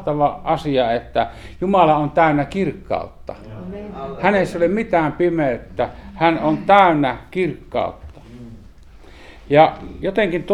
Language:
Finnish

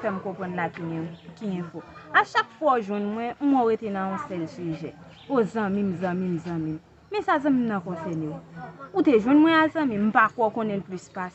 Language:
Haitian Creole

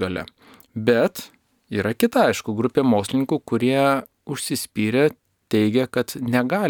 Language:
Lithuanian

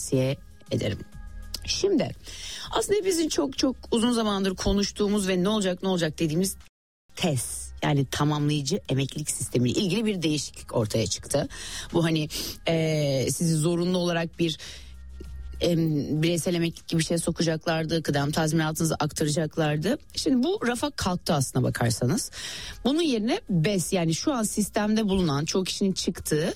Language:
Turkish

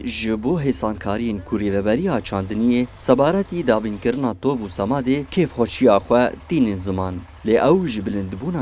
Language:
Kurdish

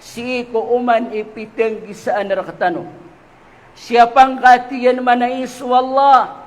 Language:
Maranao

